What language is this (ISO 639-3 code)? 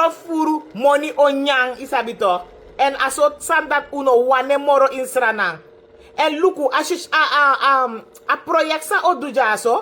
srn